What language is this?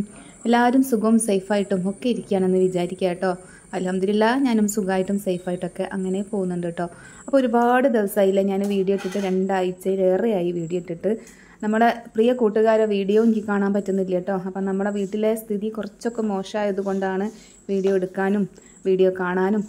Malayalam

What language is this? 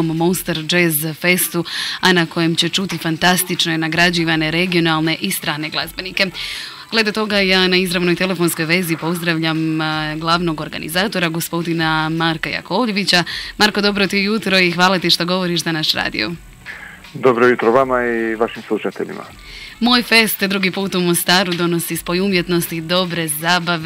Croatian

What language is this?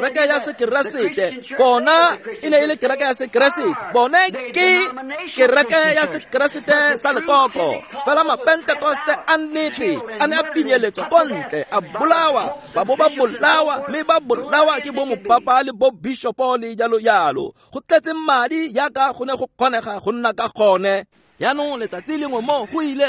Tswana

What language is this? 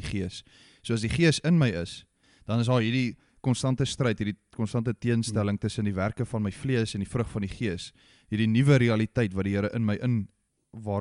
Afrikaans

